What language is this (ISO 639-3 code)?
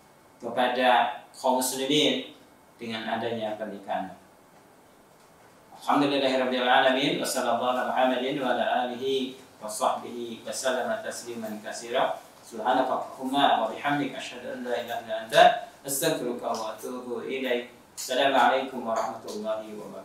ind